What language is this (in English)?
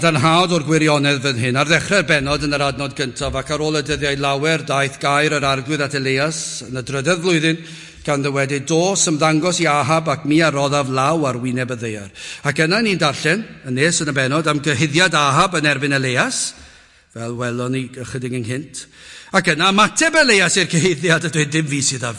Welsh